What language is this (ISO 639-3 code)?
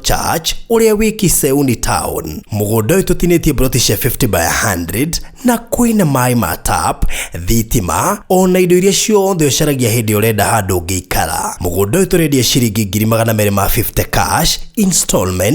kik